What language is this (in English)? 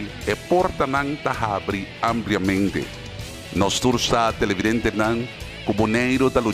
Papiamento